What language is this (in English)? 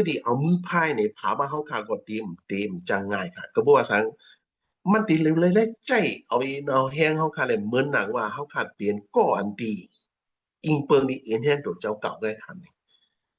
Shan